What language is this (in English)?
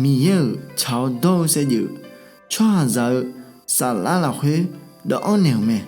Akha